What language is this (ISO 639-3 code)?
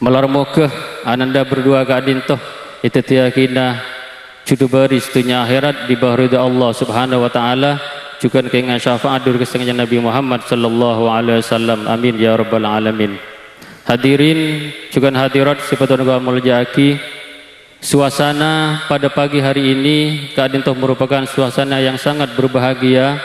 mad